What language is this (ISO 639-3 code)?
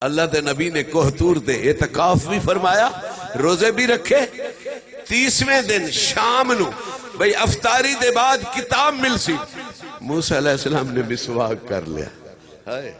skr